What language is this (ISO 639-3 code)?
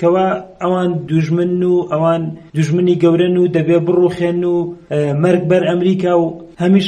ckb